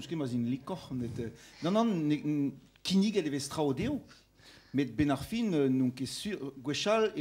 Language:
Breton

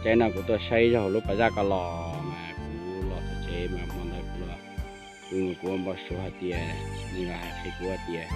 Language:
Hmong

